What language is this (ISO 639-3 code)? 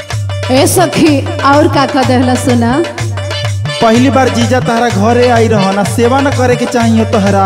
bho